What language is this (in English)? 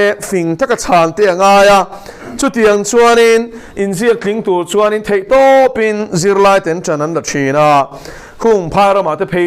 Mizo